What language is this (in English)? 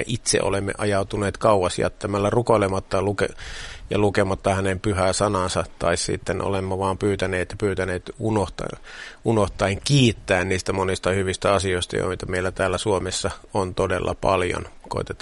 Finnish